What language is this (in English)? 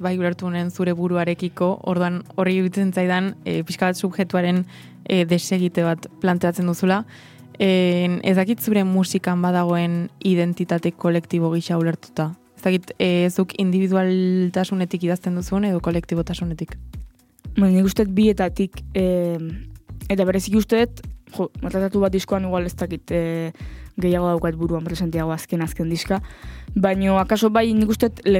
Basque